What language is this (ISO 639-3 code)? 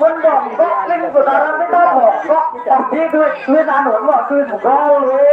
sas